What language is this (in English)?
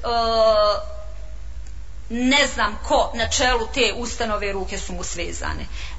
Bosnian